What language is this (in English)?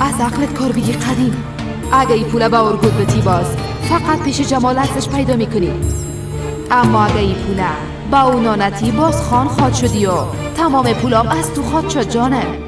Persian